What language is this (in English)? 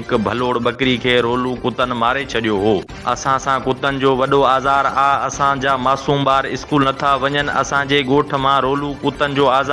Sindhi